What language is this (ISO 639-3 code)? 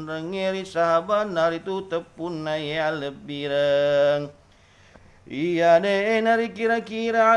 bug